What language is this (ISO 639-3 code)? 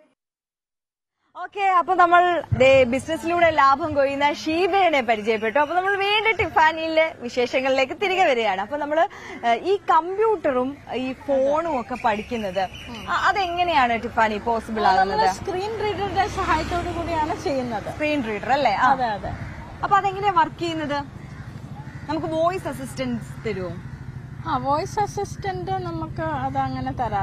mal